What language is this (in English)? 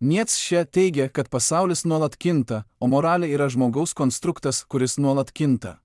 Lithuanian